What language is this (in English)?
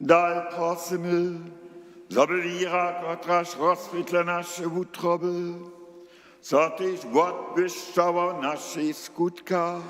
Upper Sorbian